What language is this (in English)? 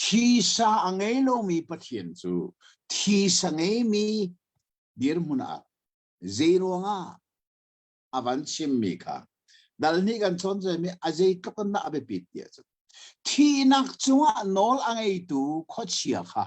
Hakha Chin